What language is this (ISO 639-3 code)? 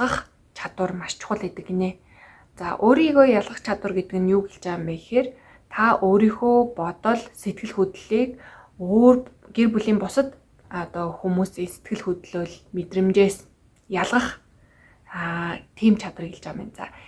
mon